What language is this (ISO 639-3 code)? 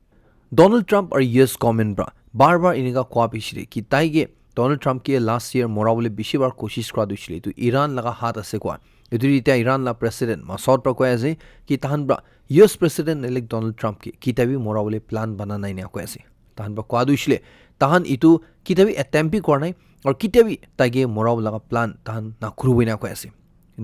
nag